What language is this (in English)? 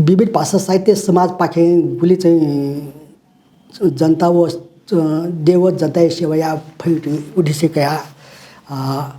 Newari